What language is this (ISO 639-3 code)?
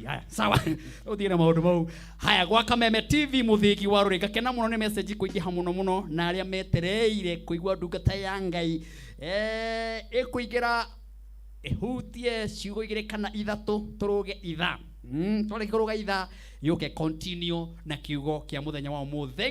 kik